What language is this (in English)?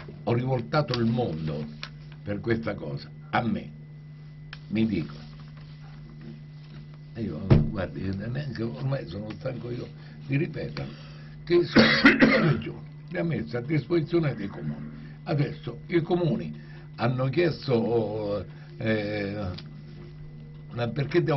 Italian